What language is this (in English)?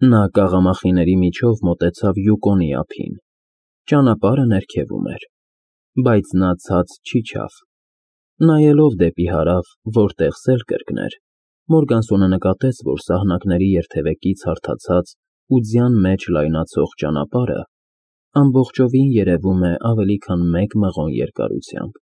Armenian